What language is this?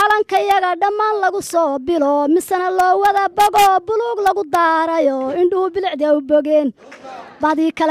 Somali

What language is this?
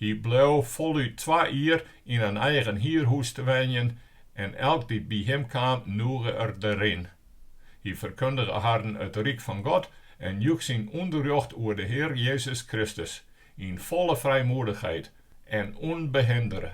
Western Frisian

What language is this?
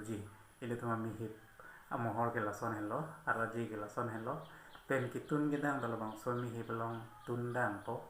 Karbi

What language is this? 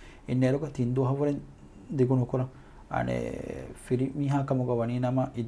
Divehi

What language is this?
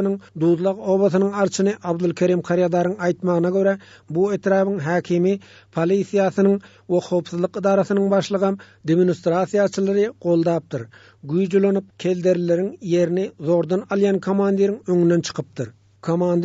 Turkmen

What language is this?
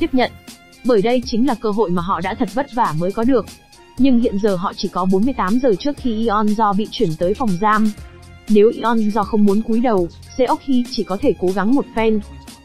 Vietnamese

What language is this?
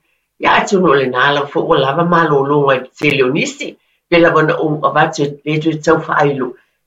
Samoan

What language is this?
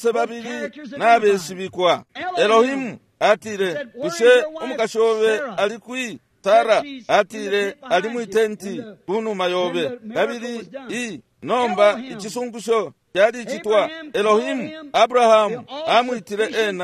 Bemba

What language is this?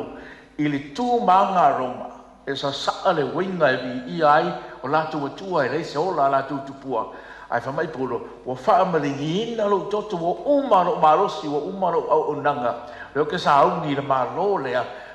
Samoan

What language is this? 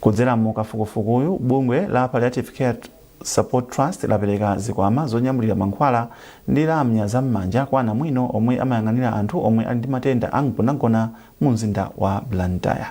Nyanja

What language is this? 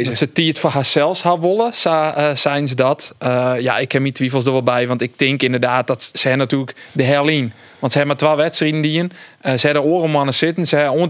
Western Frisian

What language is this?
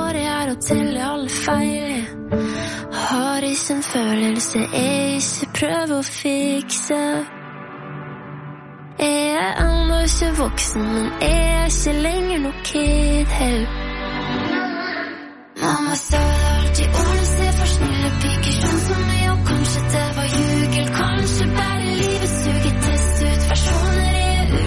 Norwegian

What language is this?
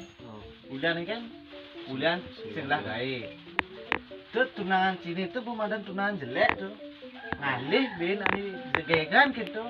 Balinese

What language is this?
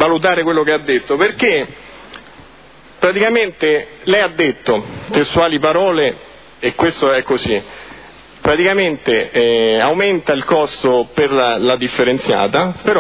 Italian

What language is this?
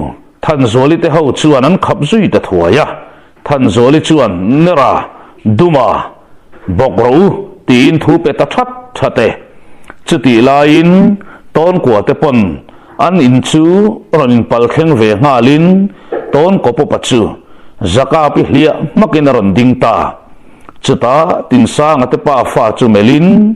Mizo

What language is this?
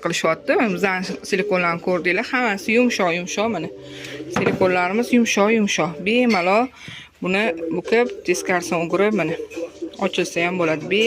Uzbek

